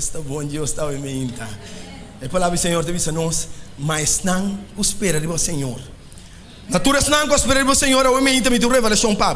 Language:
Papiamento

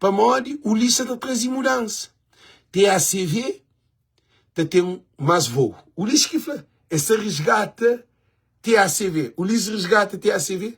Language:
Kabuverdianu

